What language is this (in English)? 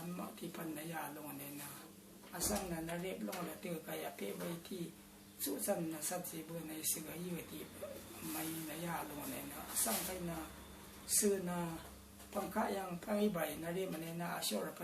Rawang